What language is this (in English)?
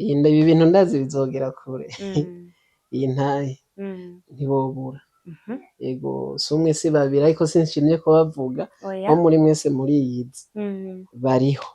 Rundi